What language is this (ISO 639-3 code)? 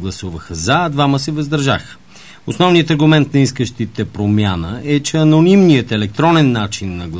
bul